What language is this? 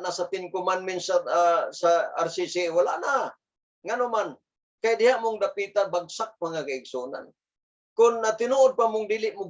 Cebuano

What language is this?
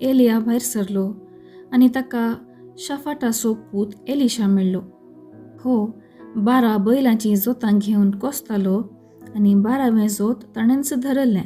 Konkani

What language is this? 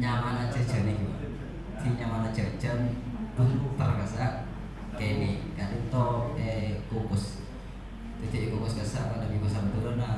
Madurese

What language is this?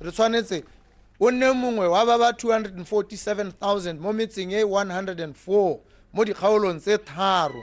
Tswana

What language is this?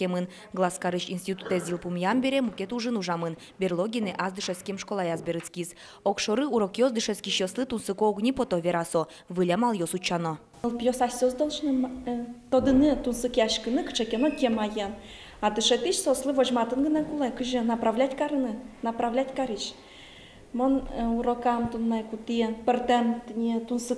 Udmurt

